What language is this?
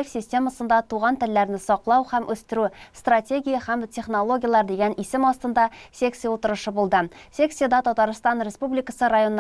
Tatar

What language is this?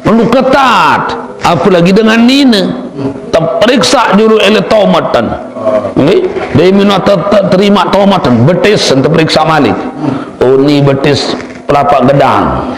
Sasak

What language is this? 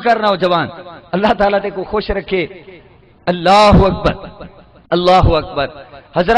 Saraiki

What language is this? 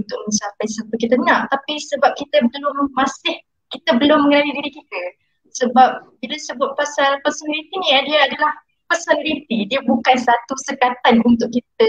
Malay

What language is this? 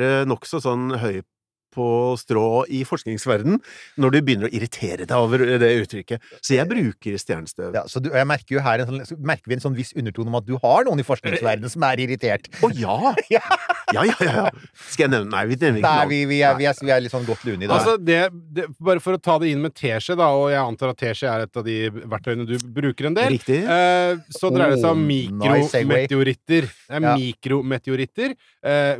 Norwegian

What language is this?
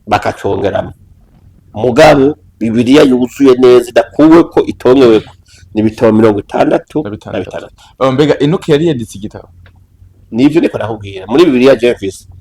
Rundi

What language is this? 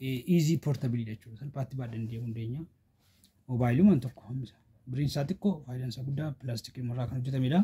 Oromo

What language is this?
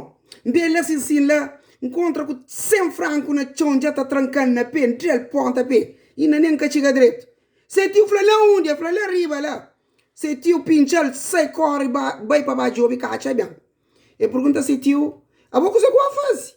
Kabuverdianu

